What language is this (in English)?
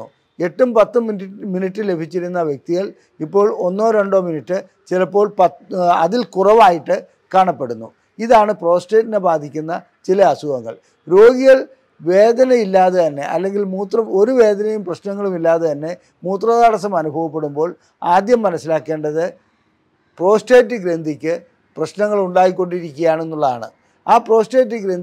Malayalam